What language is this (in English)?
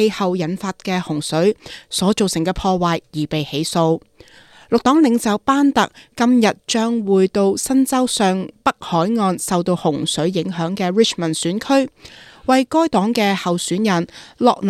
Cantonese